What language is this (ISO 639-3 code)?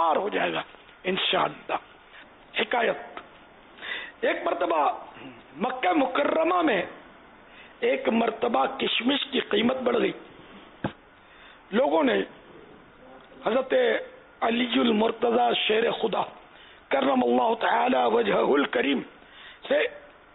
urd